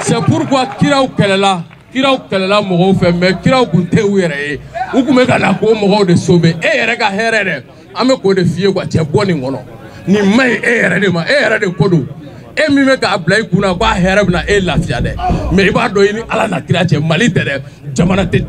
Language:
Bambara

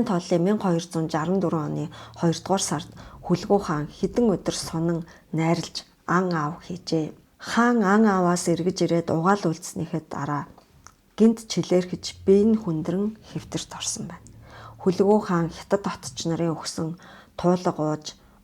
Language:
Mongolian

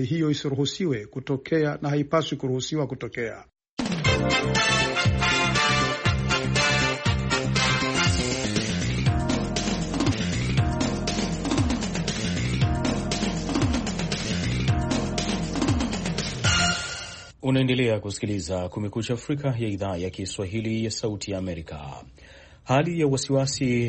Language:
Swahili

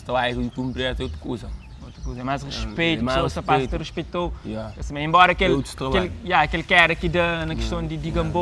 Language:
Kabuverdianu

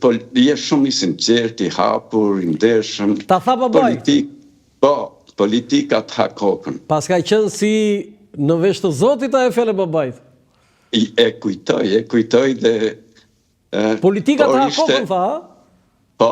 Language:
Albanian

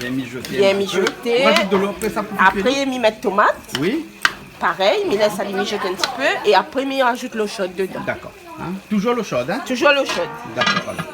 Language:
Réunion Creole French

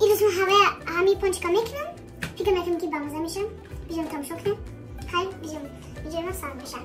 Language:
Tajik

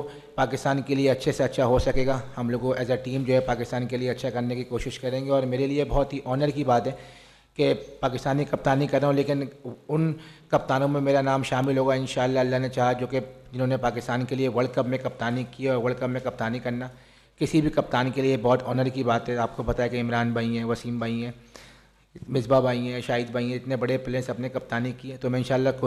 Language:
Urdu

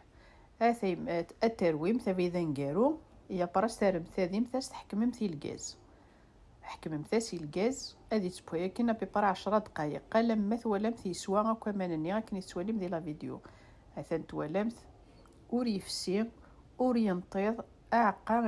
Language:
Kabyle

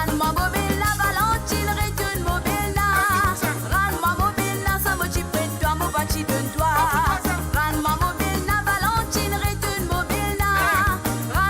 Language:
Morisyen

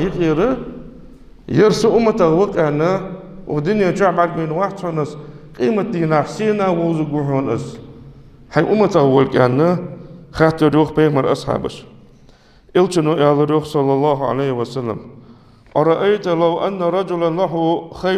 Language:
Ingush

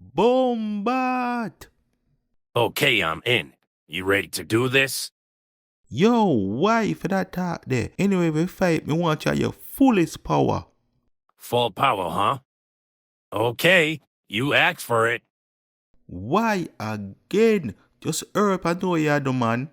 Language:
Jamaican Creole English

